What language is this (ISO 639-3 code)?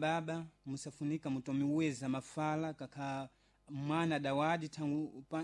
seh